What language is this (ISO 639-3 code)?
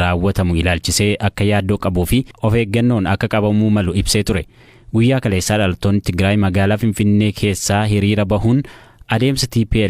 orm